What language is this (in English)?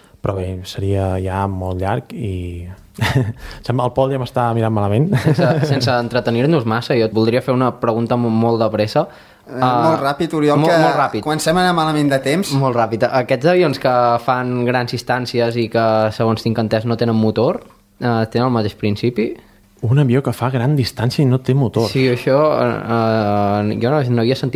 Catalan